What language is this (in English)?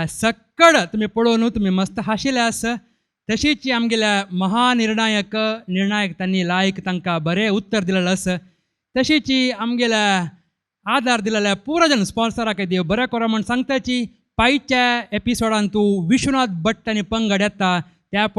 Konkani